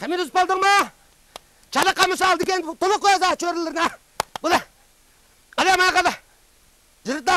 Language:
Uyghur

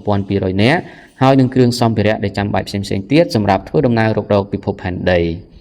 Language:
Khmer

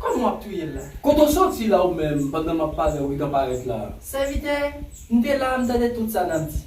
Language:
Haitian Creole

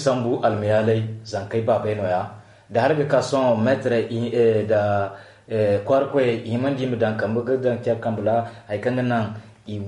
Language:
Zarma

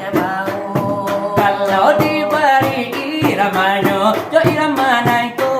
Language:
Minangkabau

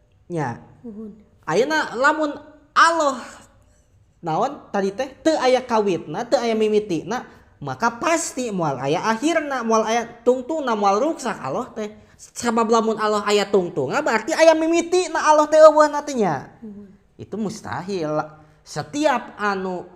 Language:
Sundanese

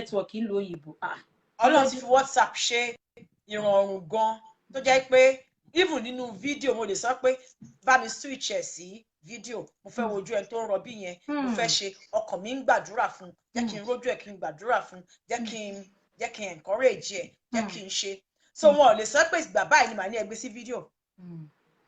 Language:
Yoruba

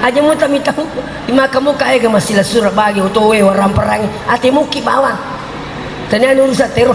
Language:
Buginese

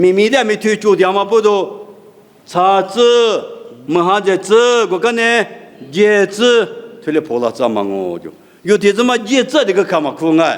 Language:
Lisu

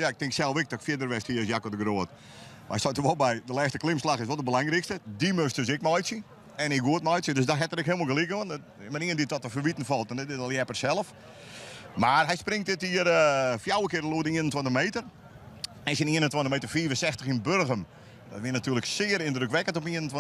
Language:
Western Frisian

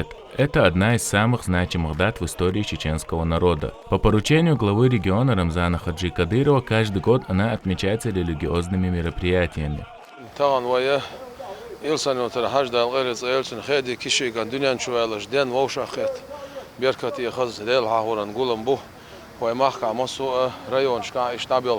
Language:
Chechen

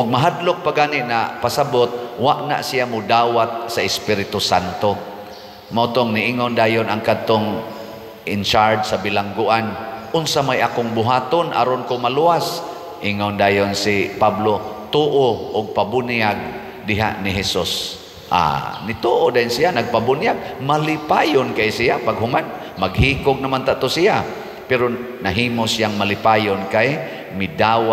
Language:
Cebuano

